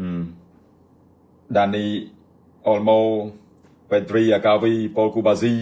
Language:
Khmer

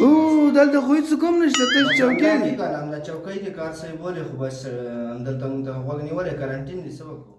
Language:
Pashto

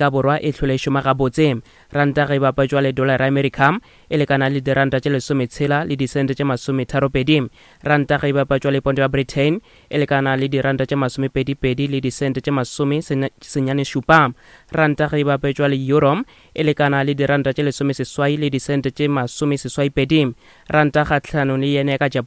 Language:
Northern Sotho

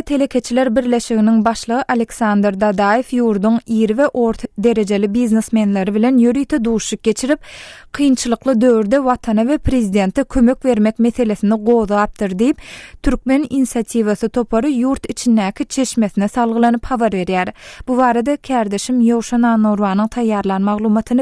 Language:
Turkmen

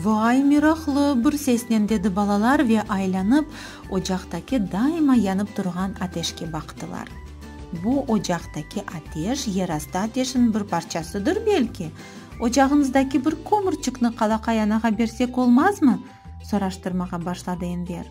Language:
Crimean Tatar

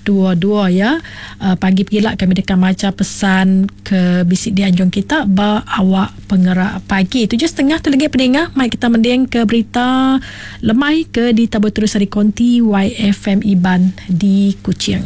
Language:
Iban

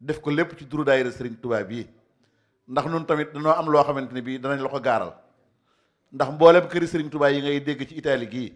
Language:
Wolof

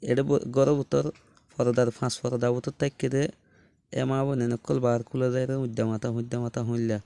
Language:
Rohingya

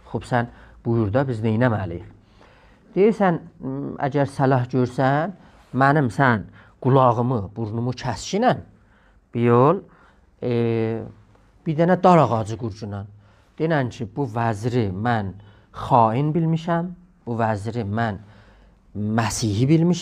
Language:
South Azerbaijani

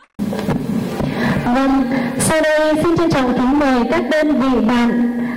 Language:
Vietnamese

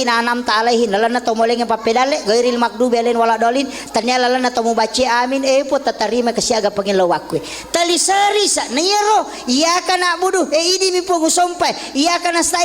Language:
Buginese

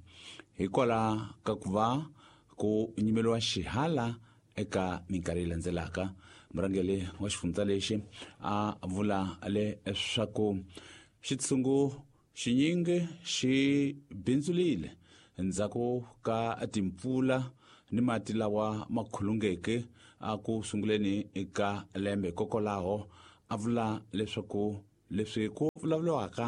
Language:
Tsonga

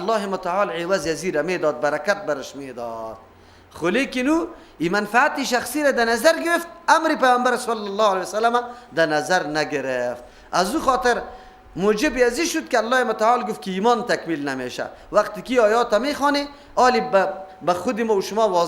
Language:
Persian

